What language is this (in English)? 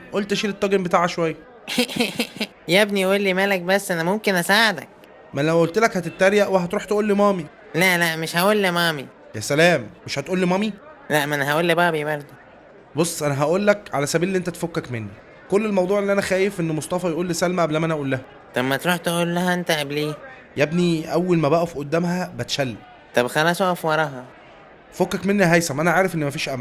Egyptian Arabic